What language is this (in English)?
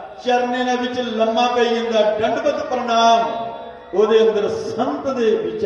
Dogri